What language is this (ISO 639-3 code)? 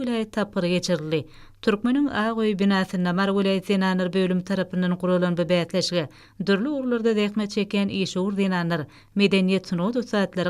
tuk